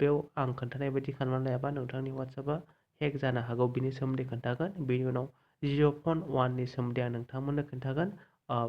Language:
Bodo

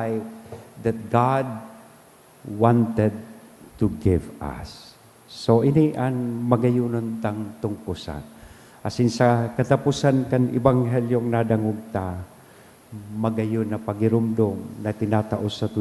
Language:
Bikol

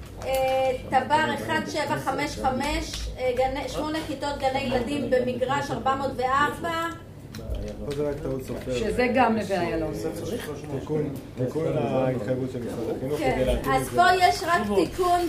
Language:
Hebrew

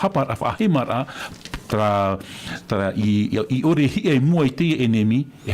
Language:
Tahitian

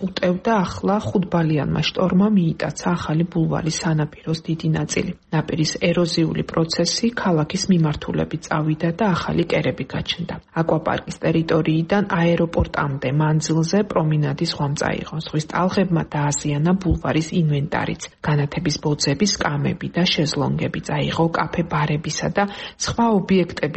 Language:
Georgian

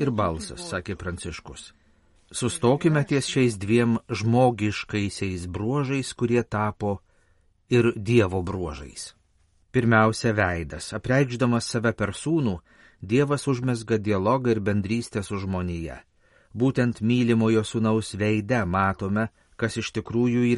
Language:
Lithuanian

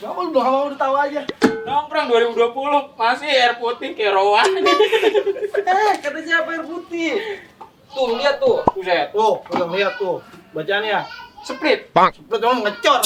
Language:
Betawi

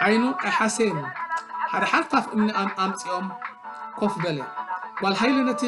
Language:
Tigrinya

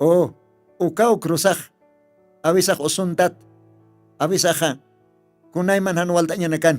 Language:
Aymara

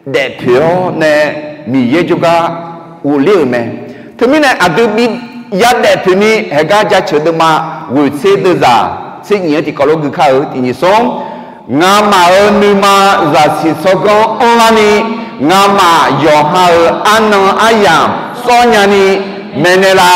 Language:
Akha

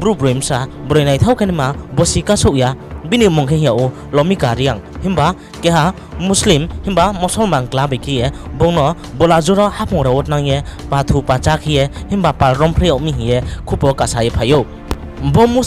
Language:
Riang (India)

